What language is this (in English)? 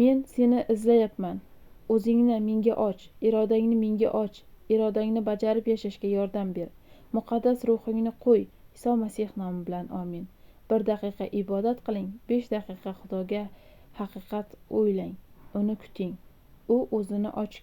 Uzbek